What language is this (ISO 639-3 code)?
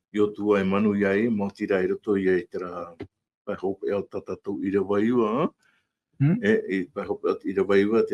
tah